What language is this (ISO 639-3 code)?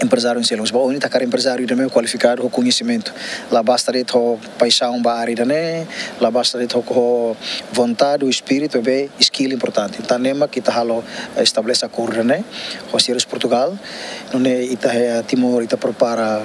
tet